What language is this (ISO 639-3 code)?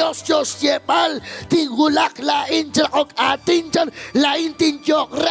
kek